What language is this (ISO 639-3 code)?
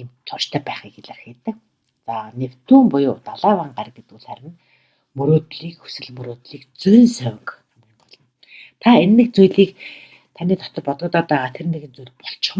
mon